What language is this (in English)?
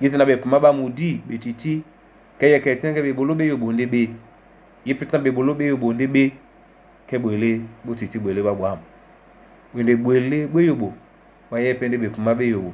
Duala